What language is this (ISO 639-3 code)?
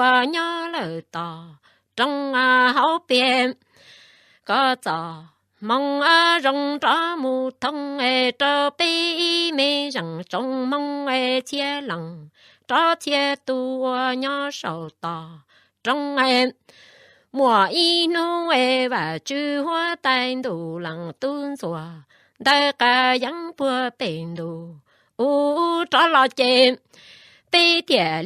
hmn